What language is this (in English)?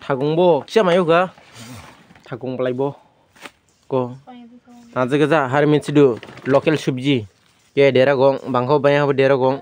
Dimasa